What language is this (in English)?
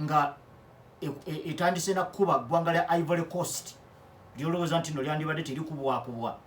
Ganda